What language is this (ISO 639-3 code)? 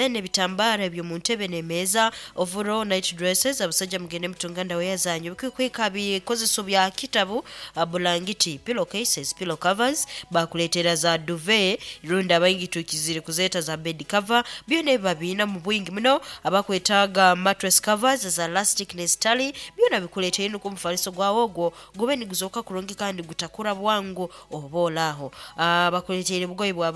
nyo